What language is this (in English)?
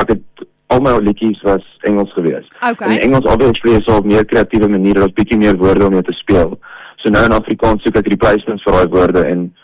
Afrikaans